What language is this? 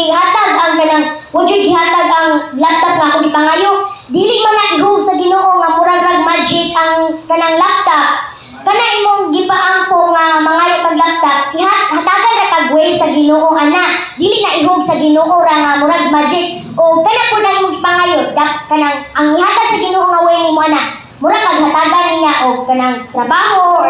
Cebuano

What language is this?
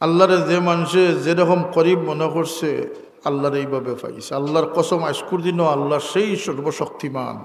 Sylheti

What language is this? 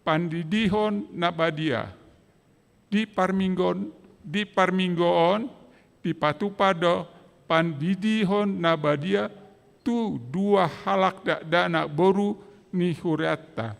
Batak Toba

